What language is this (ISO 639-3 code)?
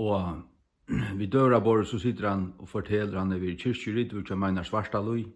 fao